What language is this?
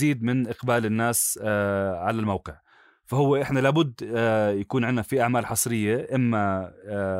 North Levantine Arabic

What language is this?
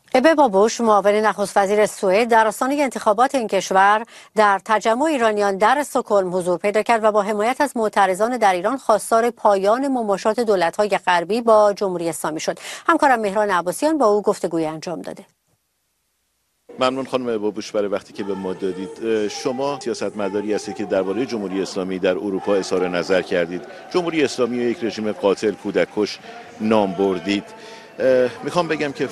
Persian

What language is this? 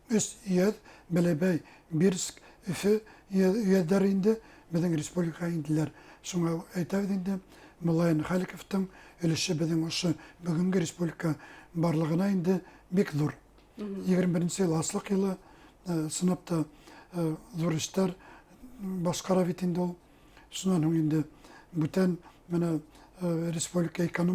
Bashkir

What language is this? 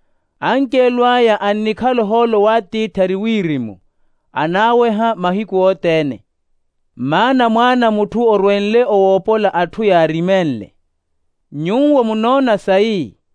Makhuwa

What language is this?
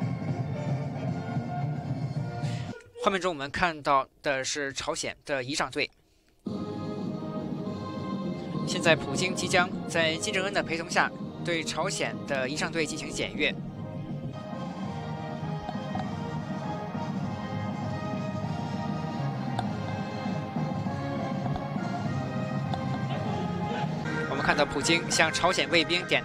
Chinese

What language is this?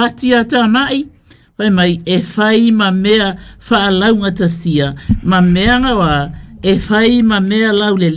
Samoan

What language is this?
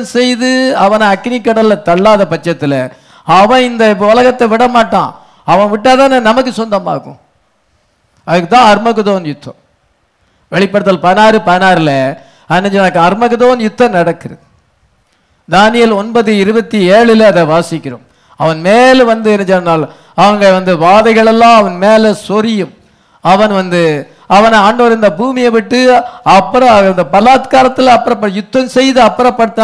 Tamil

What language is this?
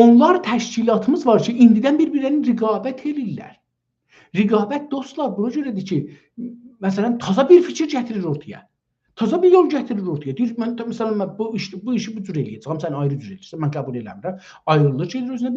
South Azerbaijani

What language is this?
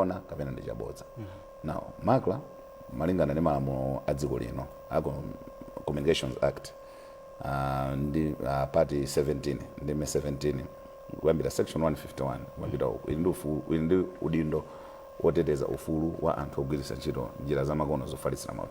Nyanja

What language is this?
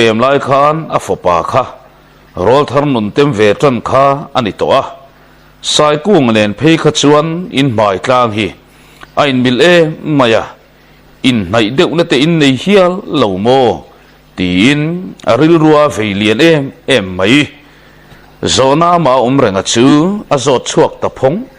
Mizo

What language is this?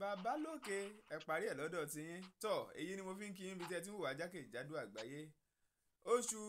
Yoruba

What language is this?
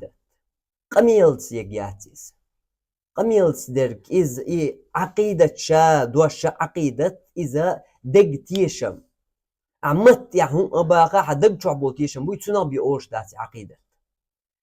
Chechen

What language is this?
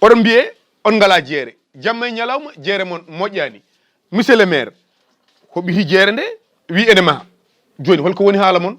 Fula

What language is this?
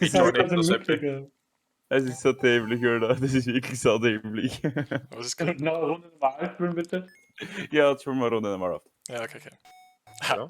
Bavarian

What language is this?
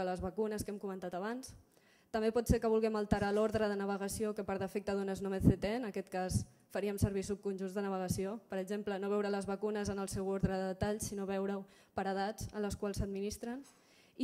Catalan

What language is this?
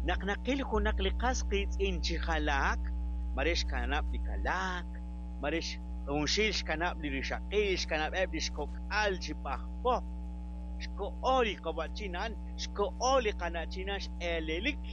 Kekchí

